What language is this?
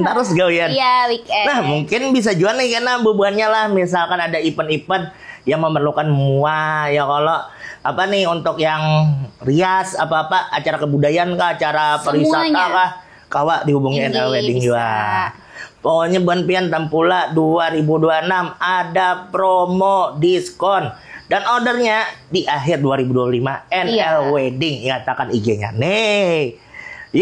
Banjar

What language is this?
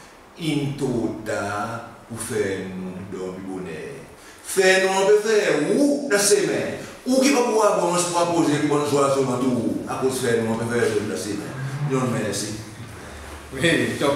Seselwa Creole French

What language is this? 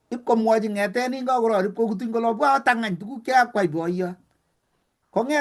Kalenjin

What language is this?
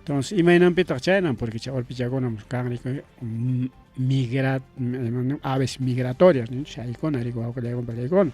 Ayacucho Quechua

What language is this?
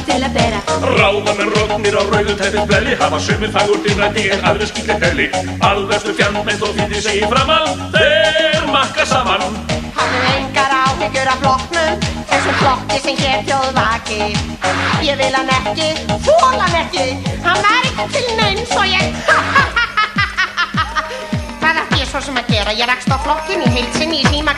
Icelandic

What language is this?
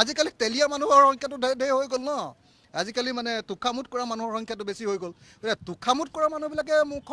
Assamese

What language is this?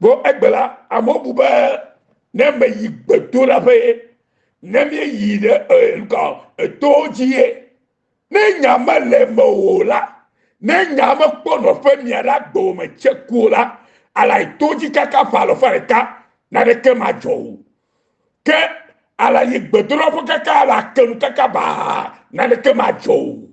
Ewe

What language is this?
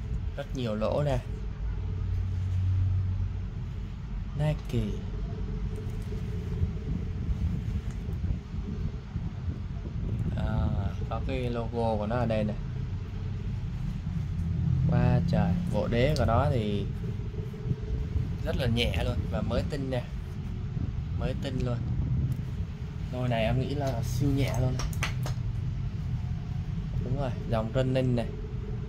Vietnamese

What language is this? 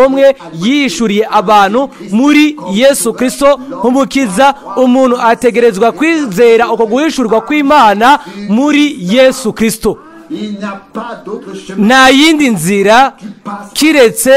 Rundi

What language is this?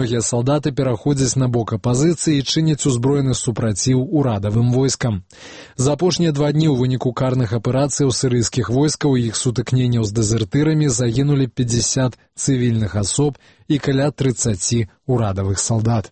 Belarusian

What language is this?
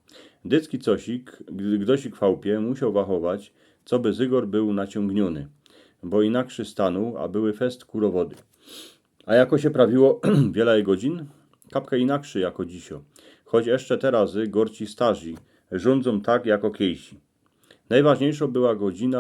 Silesian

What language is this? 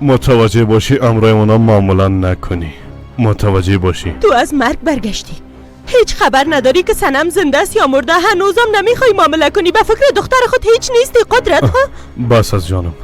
Persian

